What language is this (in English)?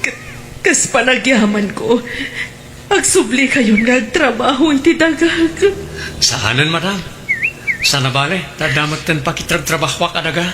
Iloko